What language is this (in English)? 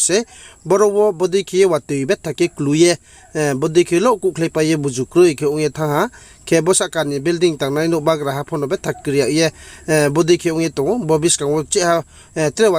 Riang (India)